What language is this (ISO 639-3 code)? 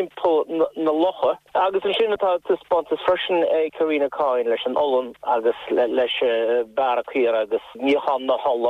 gle